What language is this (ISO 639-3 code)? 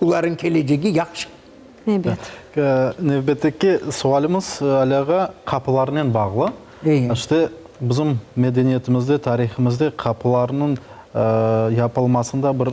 crh